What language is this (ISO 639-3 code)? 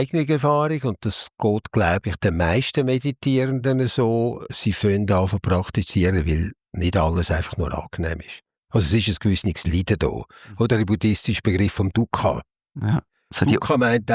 gsw